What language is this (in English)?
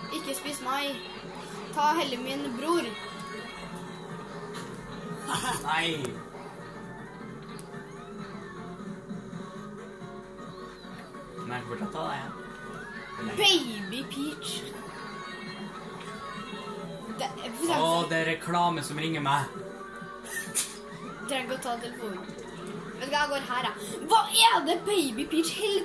Norwegian